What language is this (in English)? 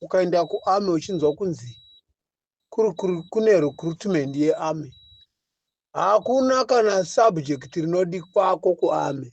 Shona